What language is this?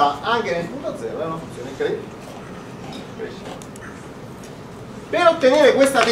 Italian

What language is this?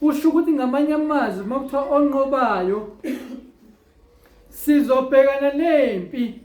Zulu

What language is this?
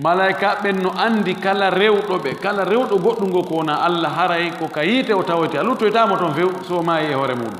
Fula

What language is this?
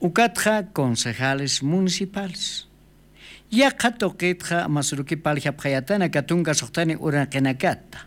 Aymara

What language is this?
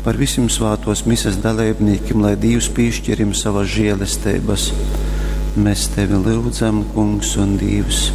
Latgalian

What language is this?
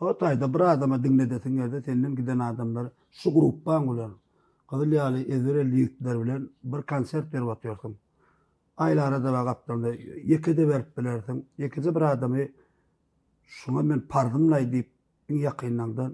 Turkmen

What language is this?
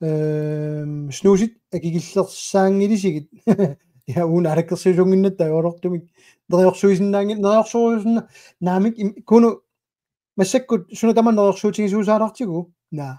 Kalaallisut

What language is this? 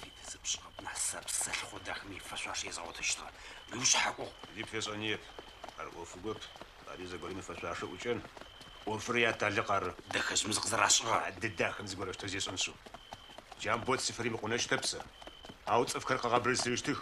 Adyghe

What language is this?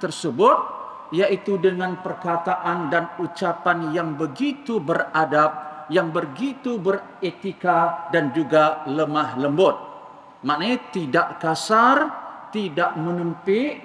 Malay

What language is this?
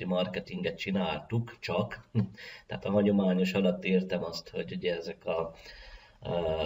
Hungarian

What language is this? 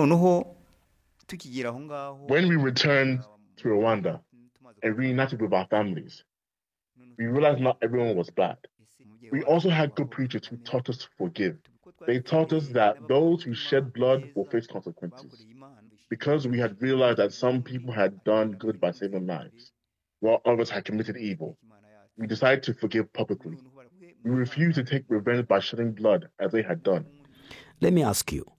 Kinyarwanda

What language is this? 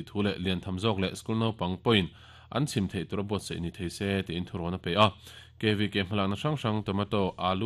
Mizo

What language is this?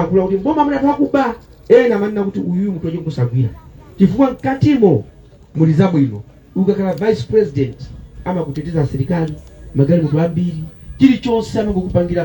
Nyanja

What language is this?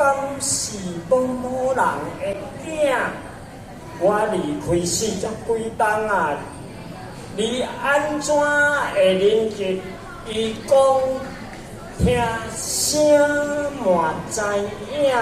Min Nan Chinese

